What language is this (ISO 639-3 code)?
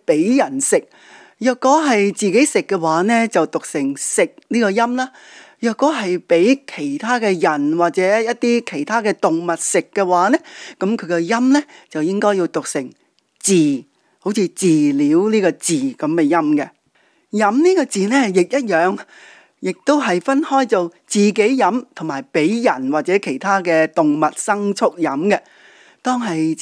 yue